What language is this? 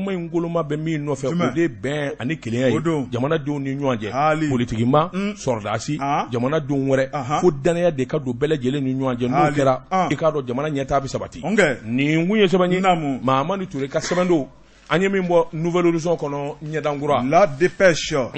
Bambara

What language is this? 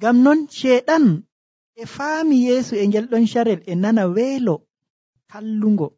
Nigerian Fulfulde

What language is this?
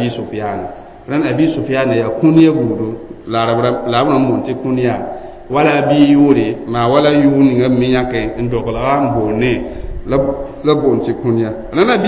Mossi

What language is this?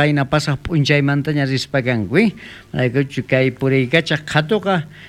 South Bolivian Quechua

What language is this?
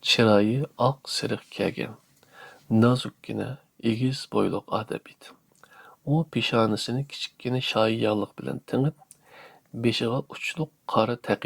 Uyghur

